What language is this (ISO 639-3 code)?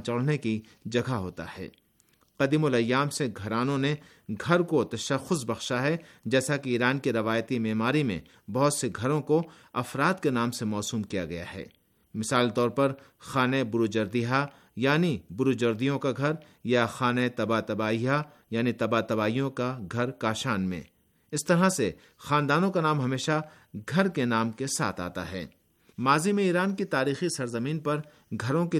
urd